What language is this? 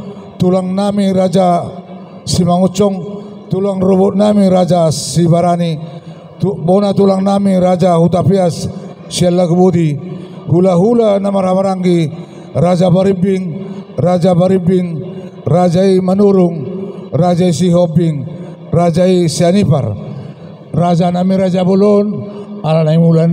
Batak Toba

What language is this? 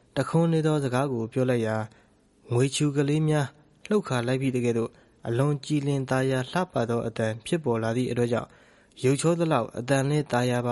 Burmese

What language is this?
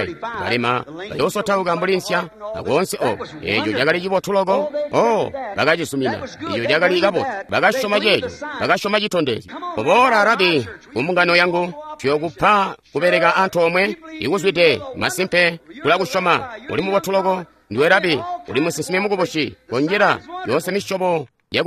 Tonga (Zambia)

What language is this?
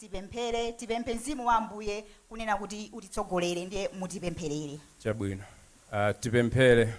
Nyanja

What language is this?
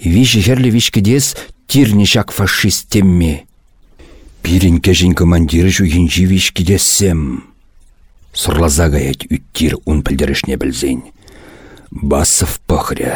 Chuvash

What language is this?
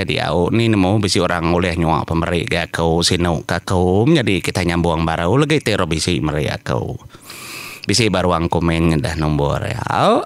Iban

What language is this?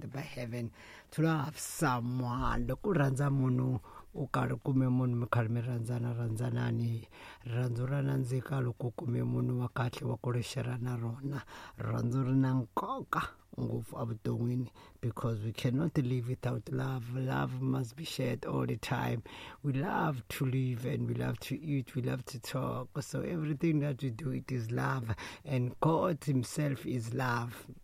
Tsonga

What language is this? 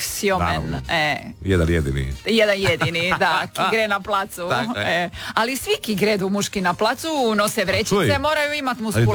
Croatian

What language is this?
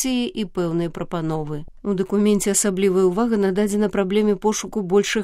Belarusian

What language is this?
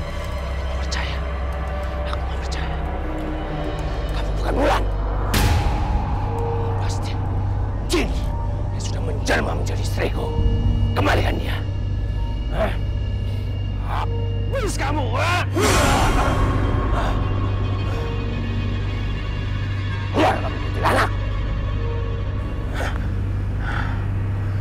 Indonesian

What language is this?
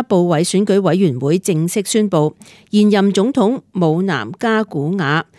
Cantonese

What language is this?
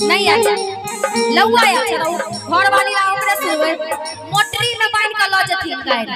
Maithili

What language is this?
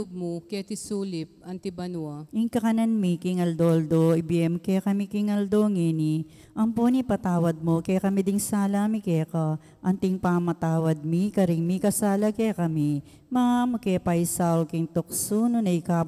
Pampanga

